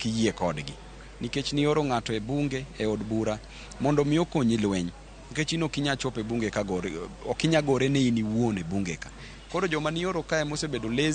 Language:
Luo (Kenya and Tanzania)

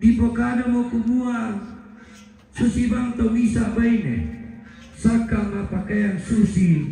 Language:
Toraja-Sa'dan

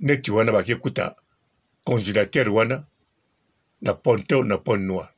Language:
Lingala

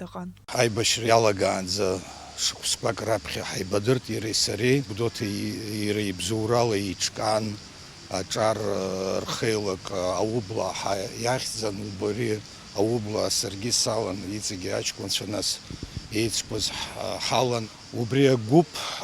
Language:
Abkhazian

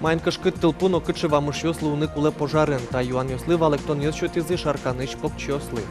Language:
Udmurt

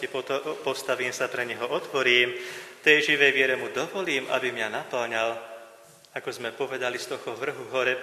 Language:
Slovak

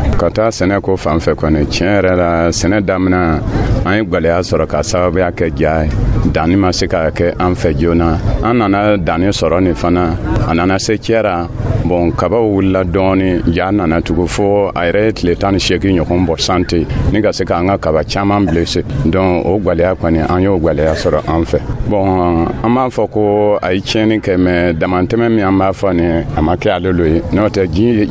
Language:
Dyula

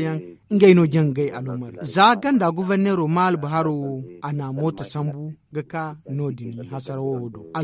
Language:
Zarma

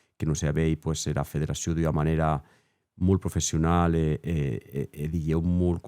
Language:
Occitan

